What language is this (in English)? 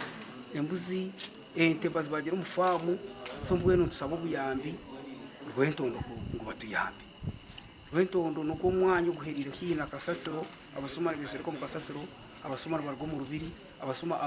Nyankole